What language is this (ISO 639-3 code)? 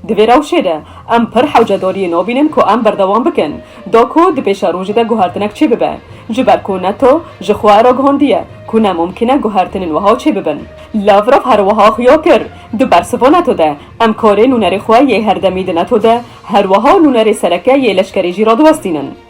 kur